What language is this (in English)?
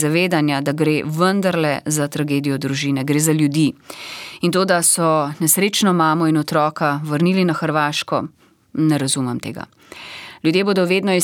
Slovenian